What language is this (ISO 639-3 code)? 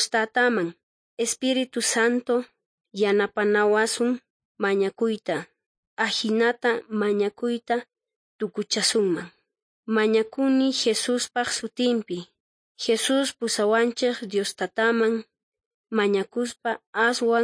quh